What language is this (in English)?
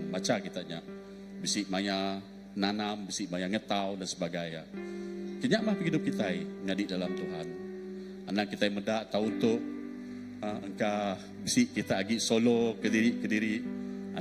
Iban